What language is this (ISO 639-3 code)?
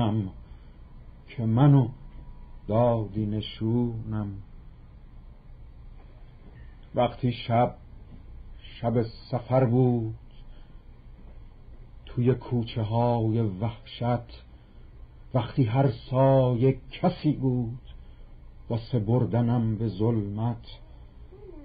fas